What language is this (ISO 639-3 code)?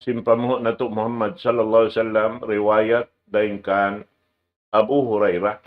tsg